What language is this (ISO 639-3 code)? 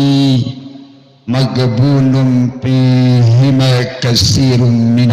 sas